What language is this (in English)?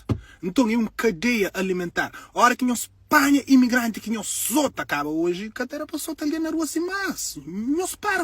Kabuverdianu